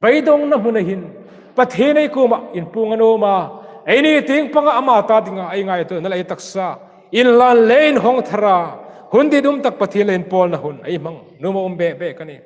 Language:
Hmar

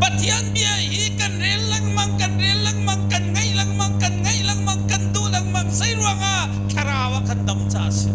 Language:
Hakha Chin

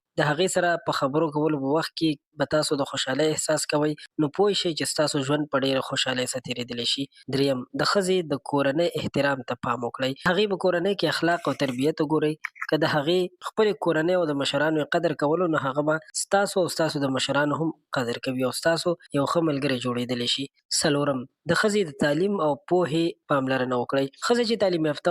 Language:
Pashto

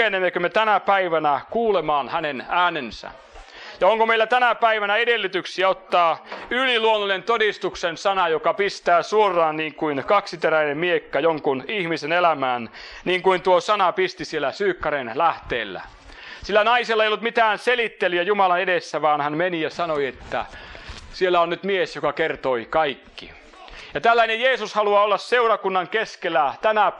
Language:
Finnish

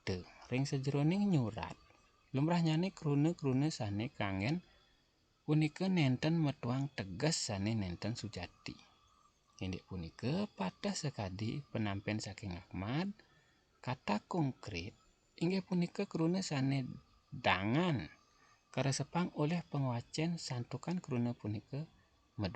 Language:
Balinese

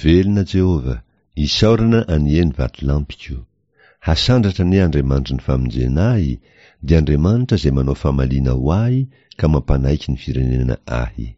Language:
Malagasy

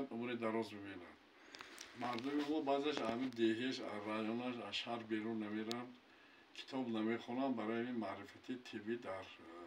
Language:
Tajik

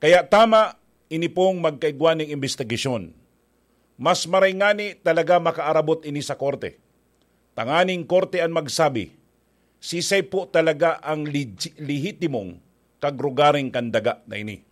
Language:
Bikol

